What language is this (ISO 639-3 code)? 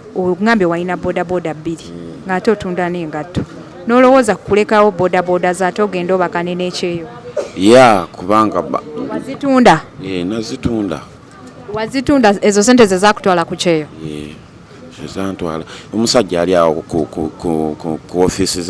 lug